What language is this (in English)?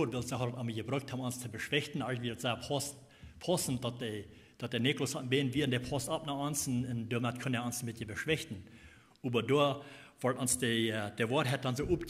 Plautdietsch